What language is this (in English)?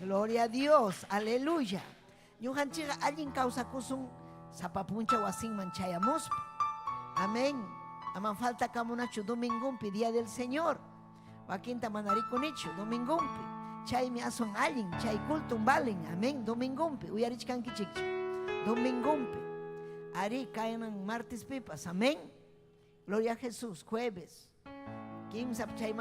Ayacucho Quechua